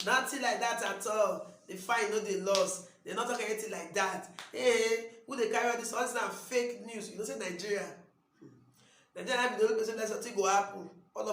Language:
Nigerian Pidgin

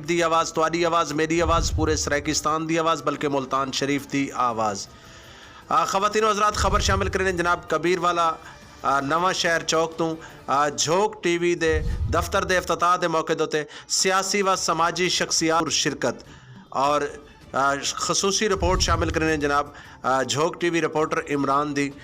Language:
Saraiki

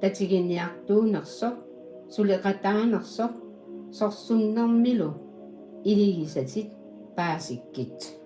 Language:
Kalaallisut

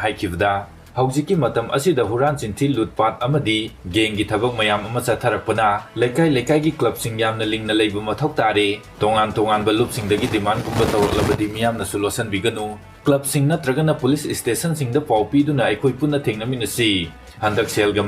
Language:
Manipuri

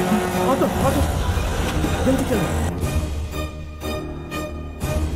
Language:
Hindi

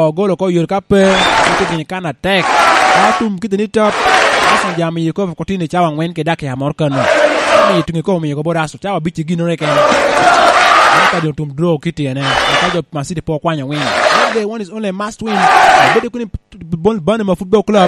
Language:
Lango (Uganda)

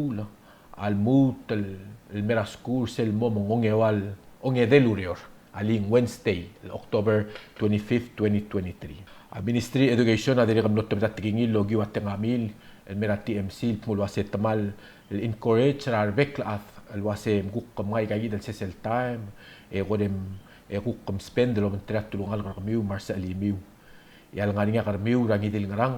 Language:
Palauan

